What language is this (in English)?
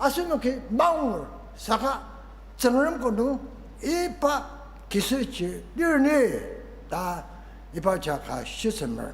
Ao Naga